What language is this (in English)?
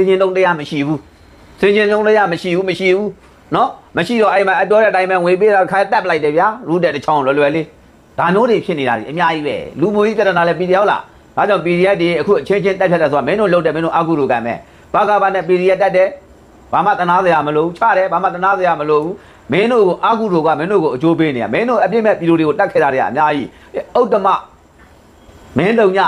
Burmese